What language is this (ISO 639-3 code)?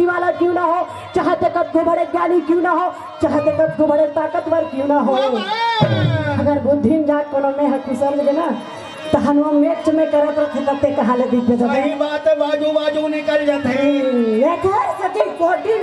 hne